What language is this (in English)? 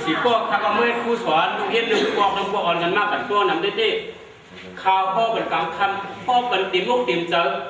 Shan